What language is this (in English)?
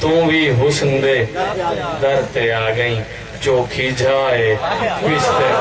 Saraiki